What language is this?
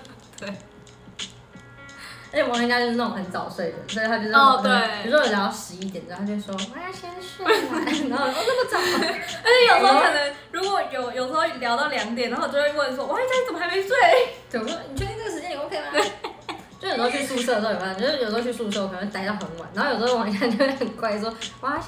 Chinese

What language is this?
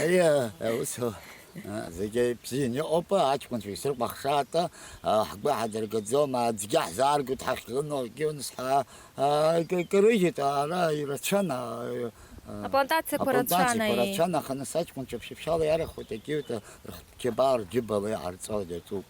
Abkhazian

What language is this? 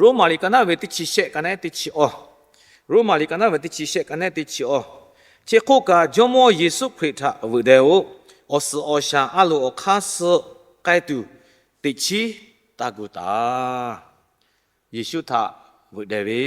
Lahu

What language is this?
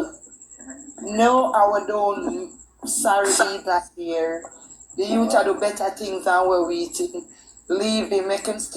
Jamaican Creole English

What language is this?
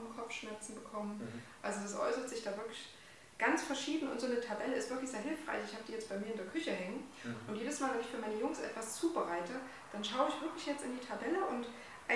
German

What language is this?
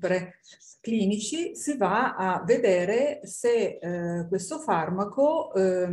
Italian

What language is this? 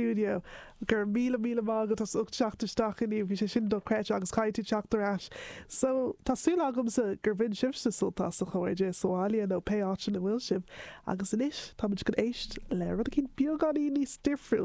Irish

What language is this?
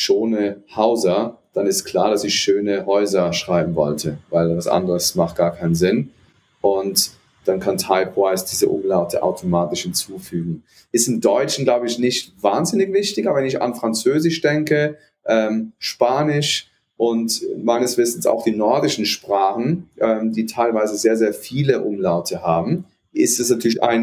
German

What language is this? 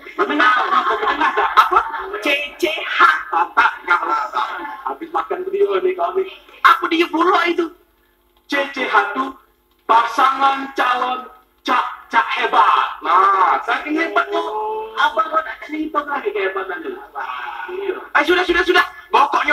Musi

